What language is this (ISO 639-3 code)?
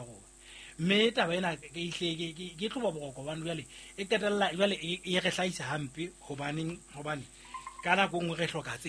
sot